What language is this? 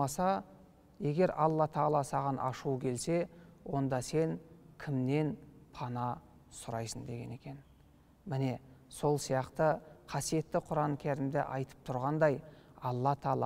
Kazakh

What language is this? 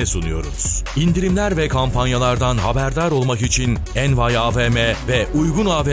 Turkish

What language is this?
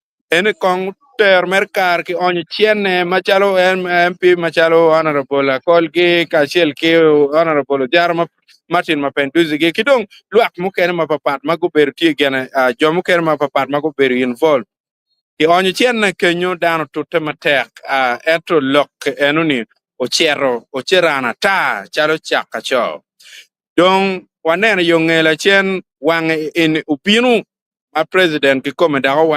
Acoli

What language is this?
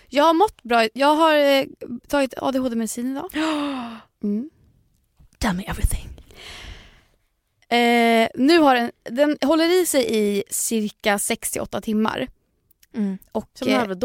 Swedish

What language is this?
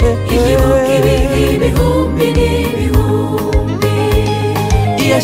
Kinyarwanda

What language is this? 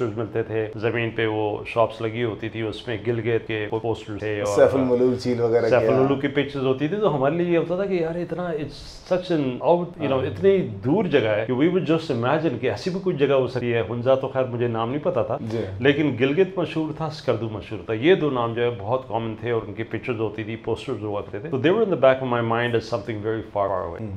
Urdu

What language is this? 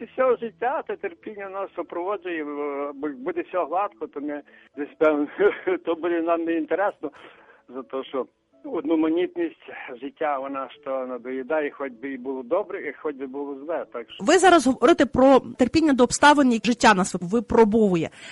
Ukrainian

